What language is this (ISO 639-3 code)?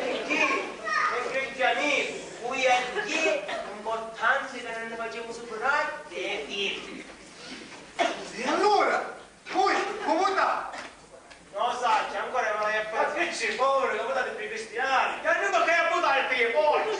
scn